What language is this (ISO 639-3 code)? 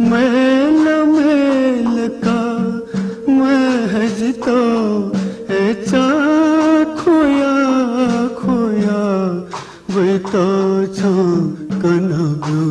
new